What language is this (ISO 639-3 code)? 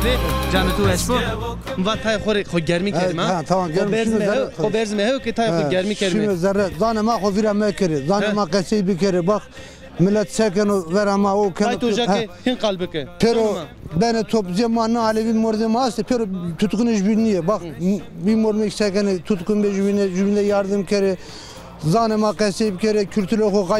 zza